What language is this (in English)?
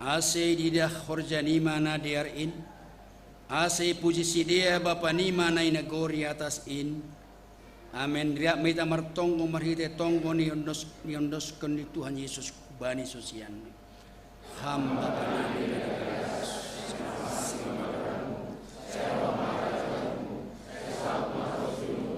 Batak Simalungun